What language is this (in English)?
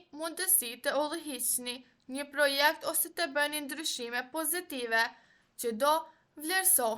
Albanian